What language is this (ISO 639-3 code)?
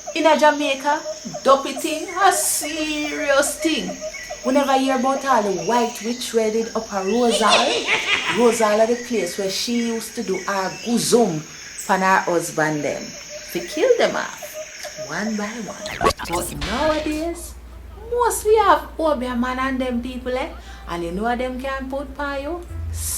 jam